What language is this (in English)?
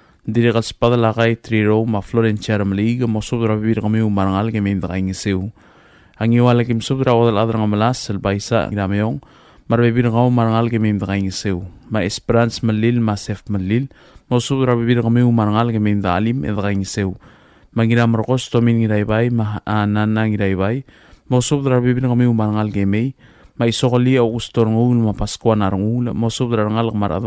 Palauan